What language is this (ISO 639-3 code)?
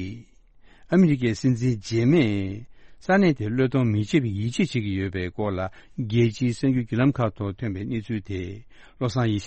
bod